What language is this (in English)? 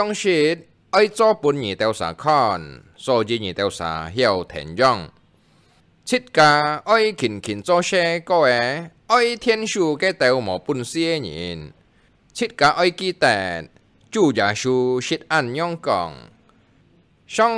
Hakka Chinese